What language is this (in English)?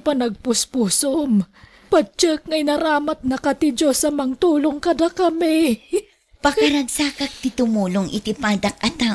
Iloko